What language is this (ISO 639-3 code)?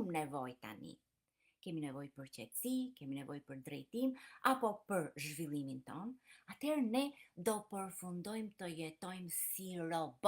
sqi